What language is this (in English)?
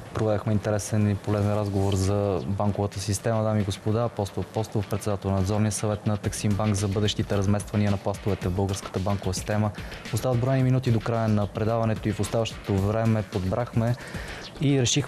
Bulgarian